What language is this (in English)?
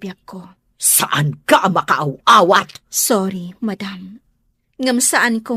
Iloko